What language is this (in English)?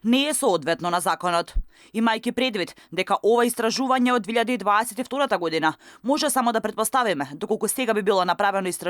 Macedonian